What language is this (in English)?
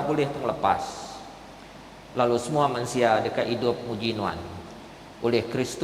Iban